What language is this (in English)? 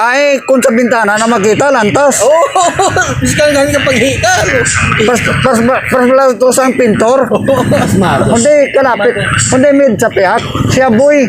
Hiligaynon